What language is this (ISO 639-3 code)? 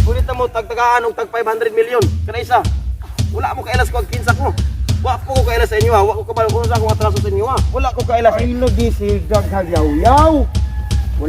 ceb